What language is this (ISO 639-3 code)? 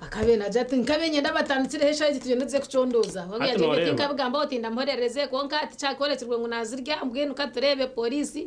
nyn